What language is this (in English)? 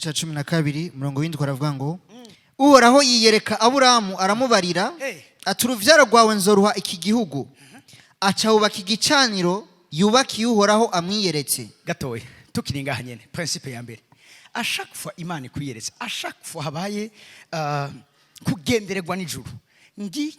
Rundi